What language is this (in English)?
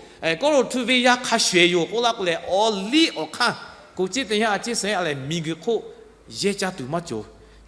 Lahu